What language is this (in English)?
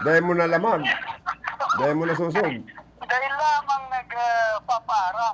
Bikol